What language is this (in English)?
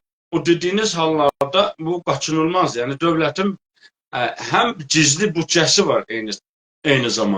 South Azerbaijani